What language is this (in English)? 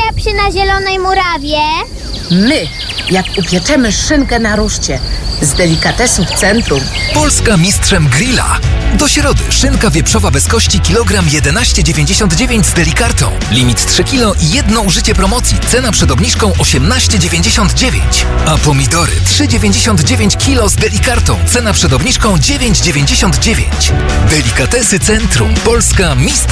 Polish